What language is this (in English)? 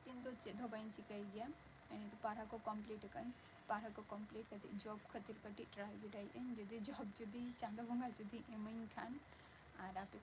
Santali